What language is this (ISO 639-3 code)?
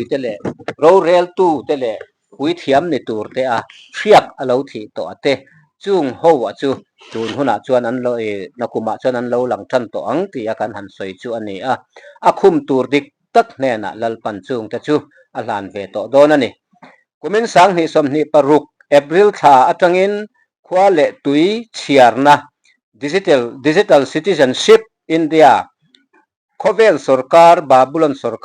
lus